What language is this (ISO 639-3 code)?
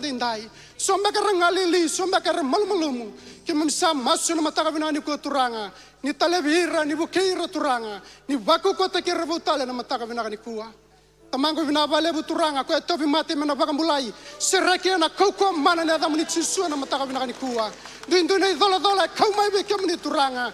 fij